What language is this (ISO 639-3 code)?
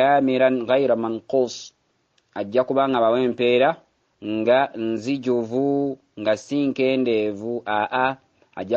lug